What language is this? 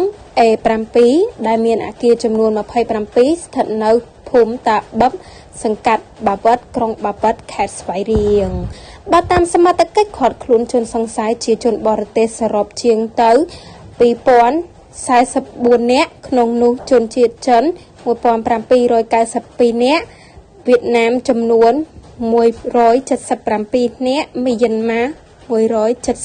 Khmer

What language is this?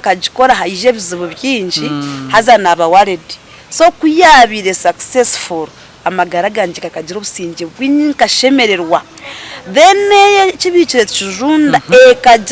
Nyankole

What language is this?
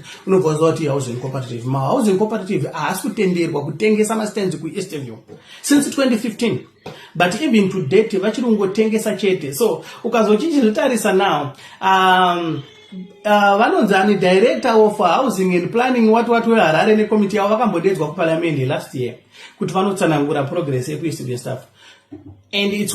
Shona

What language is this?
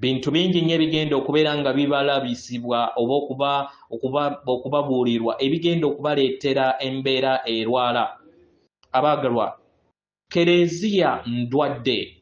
Ganda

